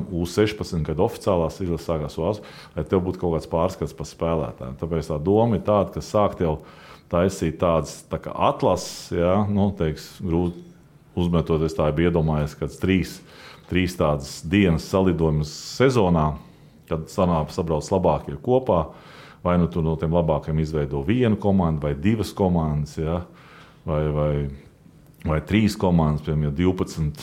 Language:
Latvian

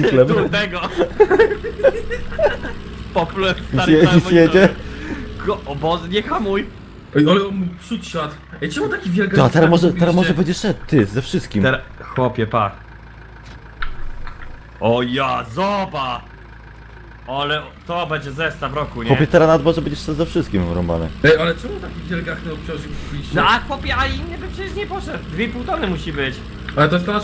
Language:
Polish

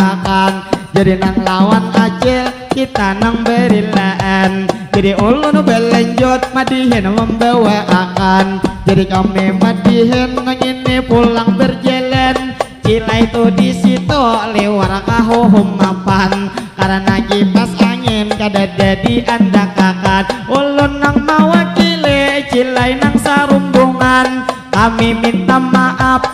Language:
Banjar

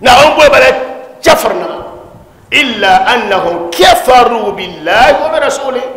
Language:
Dagbani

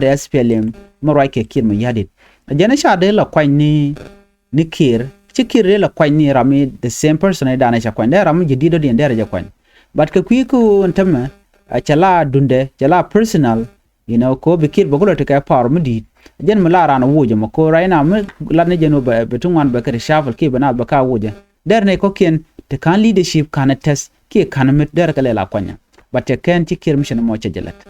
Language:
Nuer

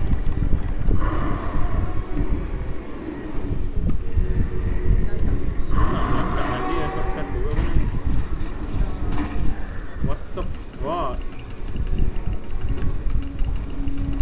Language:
Malay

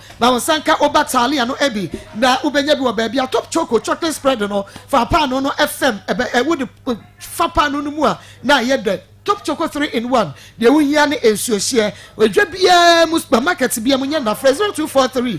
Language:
Akan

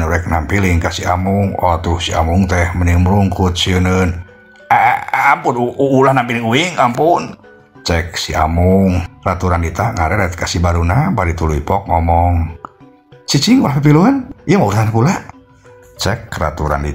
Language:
Sundanese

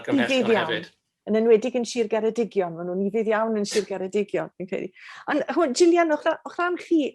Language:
Welsh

